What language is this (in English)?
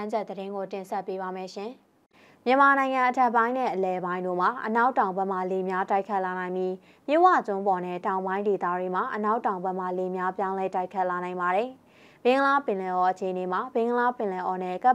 Burmese